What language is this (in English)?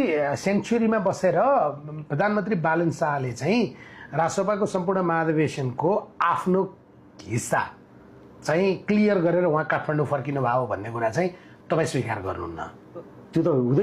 Nepali